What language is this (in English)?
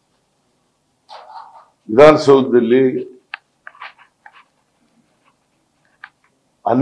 Kannada